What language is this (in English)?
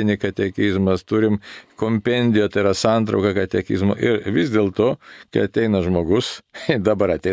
Lithuanian